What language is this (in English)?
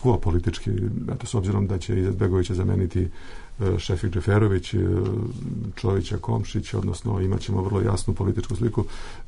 Bosnian